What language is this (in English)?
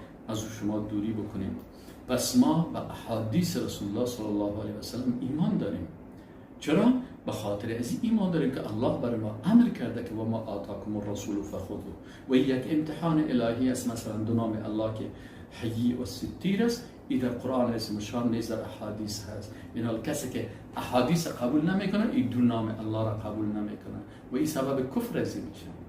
Persian